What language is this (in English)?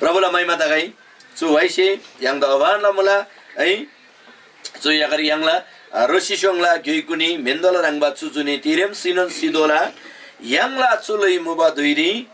Eastern Tamang